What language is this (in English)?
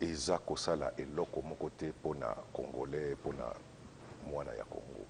Lingala